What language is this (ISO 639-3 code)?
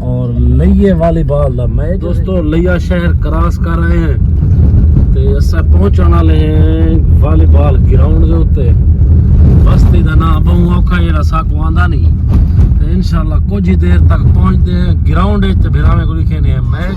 skr